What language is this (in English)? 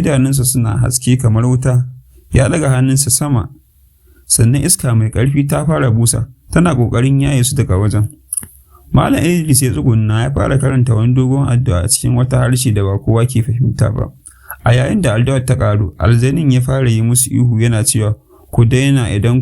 Hausa